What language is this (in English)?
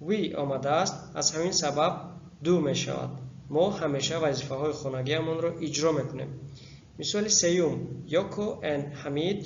Tajik